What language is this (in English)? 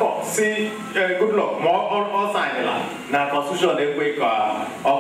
Igbo